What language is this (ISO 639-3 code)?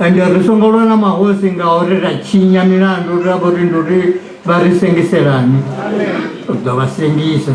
ven